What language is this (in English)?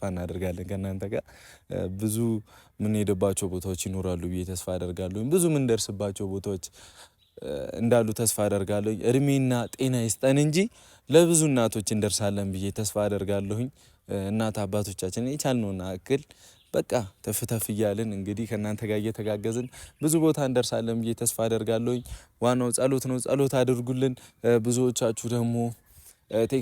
Amharic